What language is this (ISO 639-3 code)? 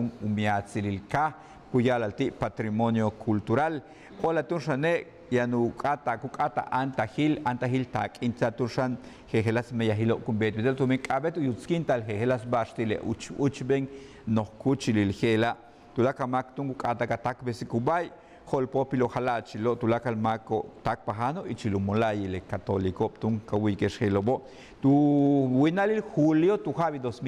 yua